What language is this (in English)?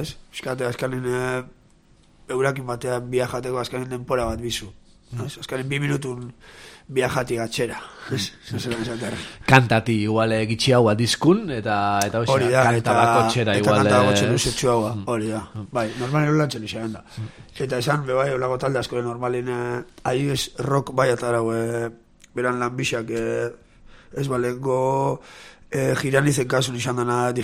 Basque